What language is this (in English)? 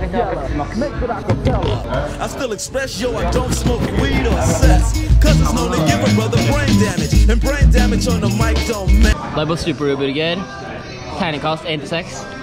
Norwegian